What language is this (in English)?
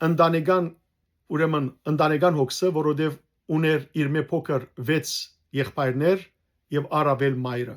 Western Armenian